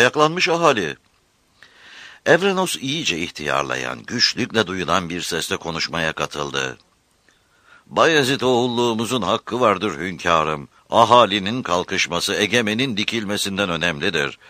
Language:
Turkish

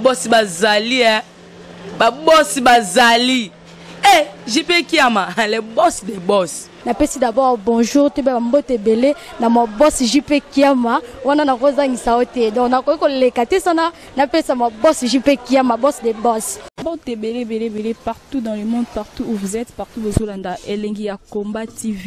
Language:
Lingala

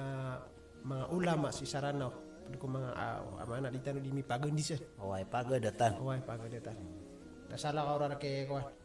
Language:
Maranao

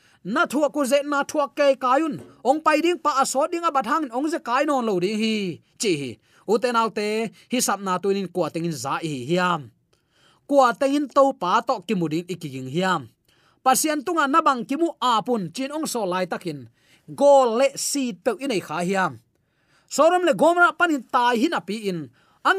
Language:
Tedim Chin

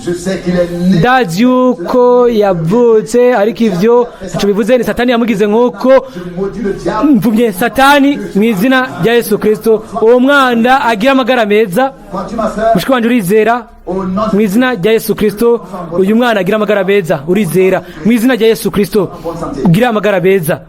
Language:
Rundi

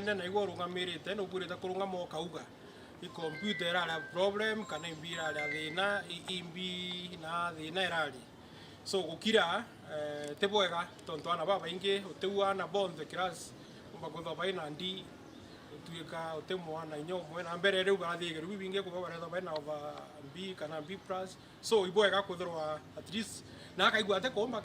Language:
Meru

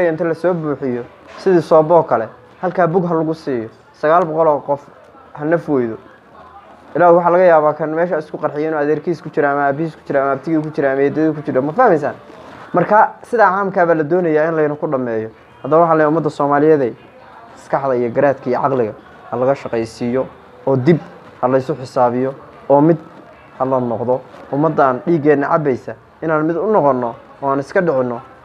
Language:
Somali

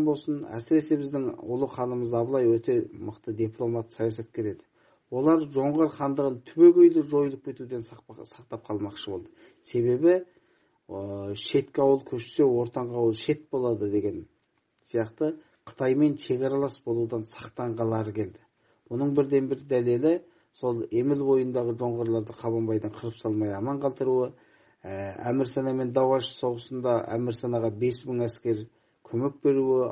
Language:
Kazakh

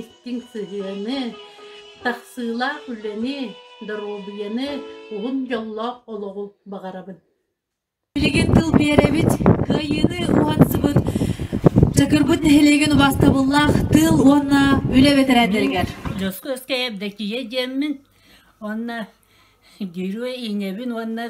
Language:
Yakut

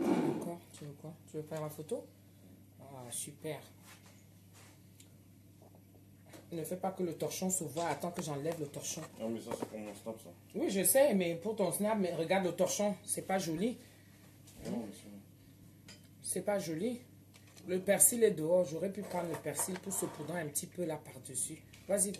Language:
French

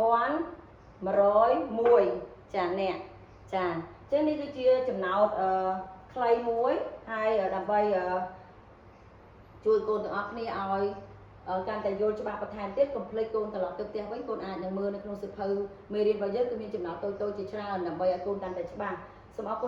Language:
Khmer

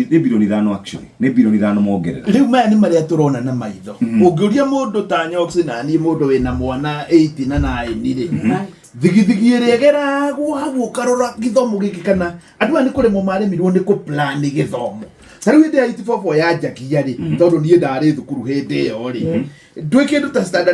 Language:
Kikuyu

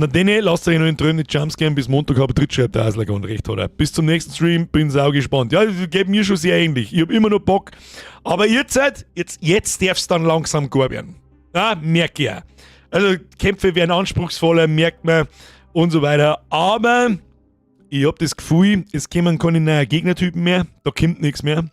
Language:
Bavarian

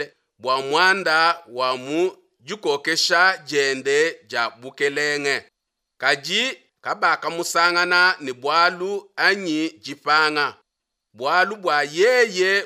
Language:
Luba-Lulua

